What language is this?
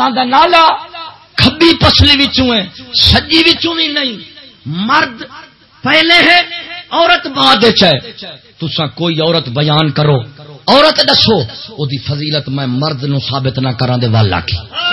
Saraiki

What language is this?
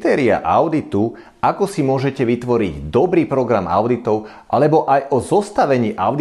Slovak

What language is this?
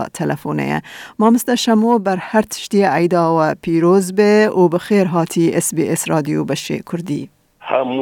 Kurdish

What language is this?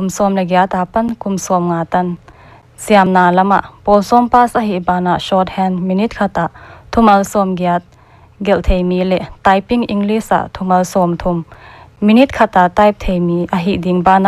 Paite Chin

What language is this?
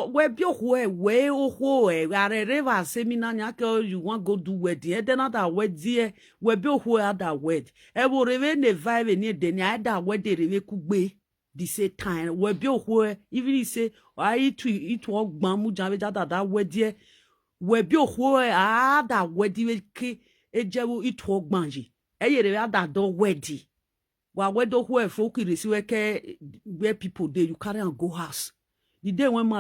Nigerian Pidgin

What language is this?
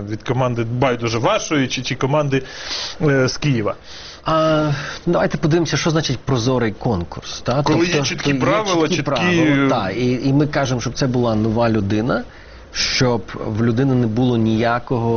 Ukrainian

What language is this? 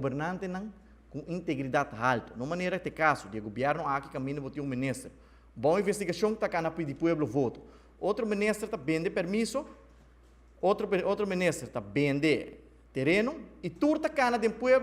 Papiamento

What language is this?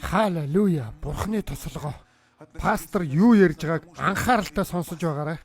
Mongolian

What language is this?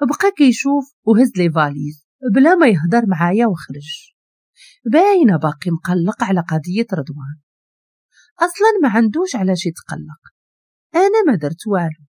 Moroccan Arabic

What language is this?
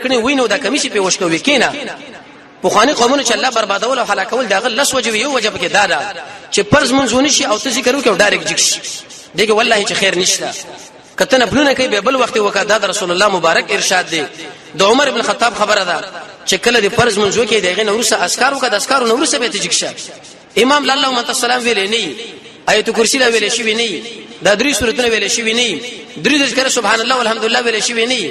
Pashto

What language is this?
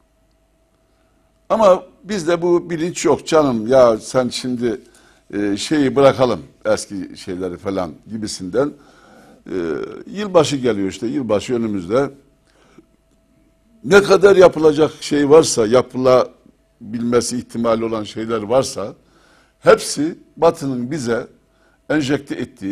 Turkish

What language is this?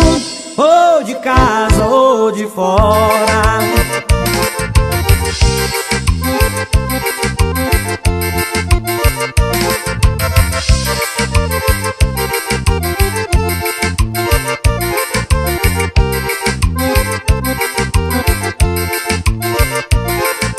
Portuguese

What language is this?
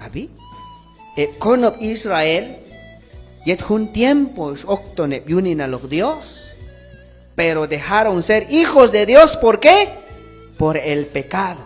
Q'anjob'al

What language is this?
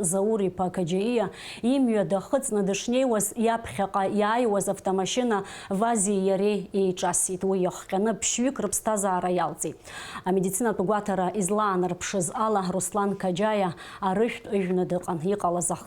Abkhazian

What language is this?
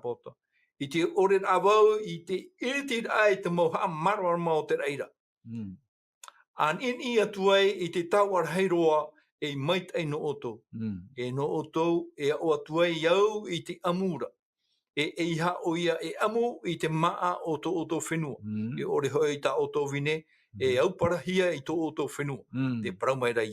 Tahitian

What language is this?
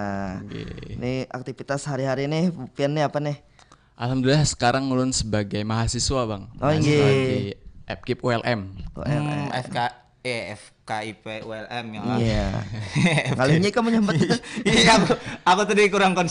Banjar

